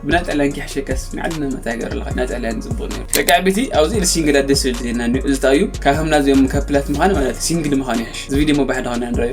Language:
Tigrinya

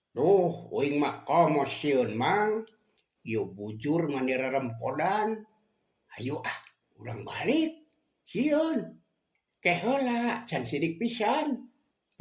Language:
Sundanese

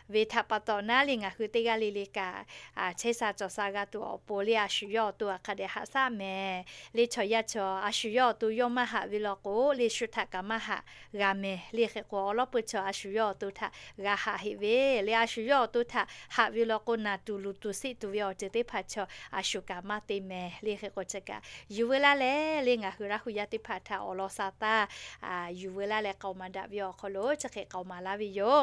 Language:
Lahu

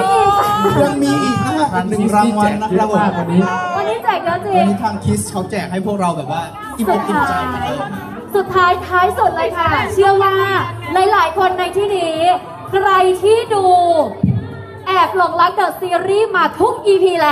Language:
Thai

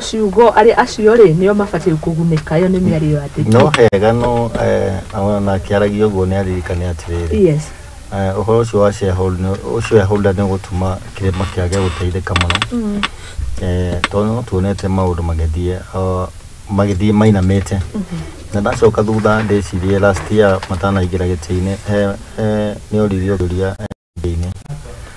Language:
Kikuyu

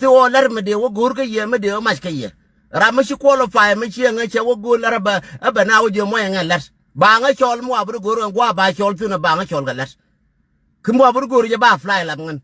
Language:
Nuer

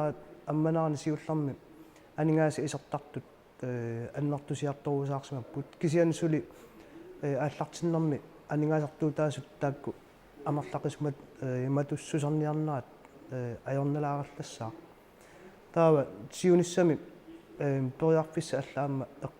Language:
Kalaallisut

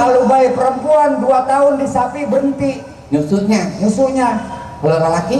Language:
Betawi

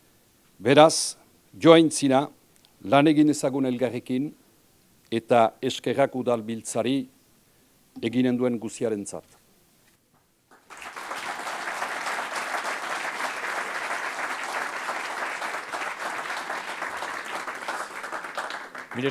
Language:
Basque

